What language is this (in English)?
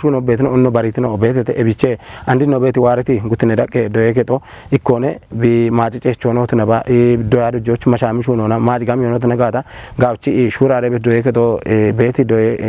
Kafa